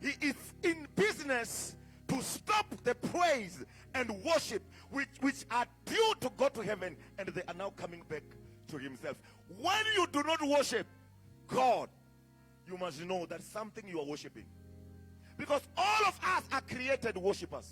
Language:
Venda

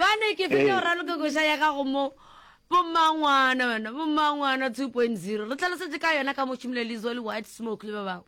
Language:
Northern Sotho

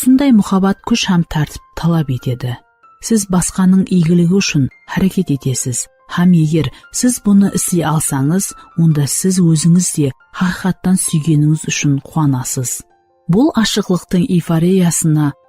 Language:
Kara-Kalpak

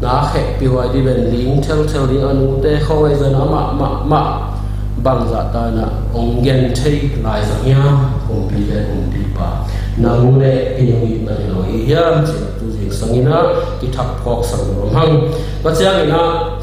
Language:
Tedim Chin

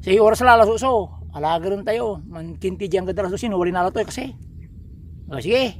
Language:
Pangasinan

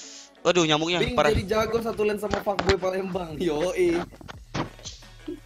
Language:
Indonesian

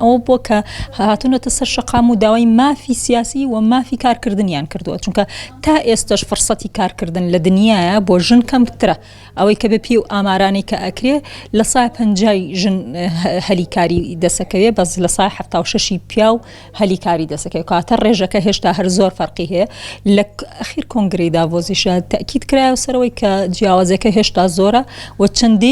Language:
Central Kurdish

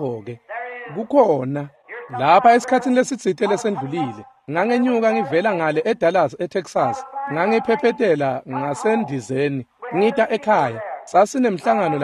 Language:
Swati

